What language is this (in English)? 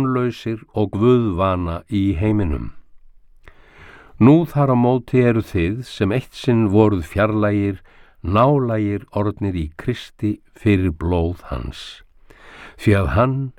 Icelandic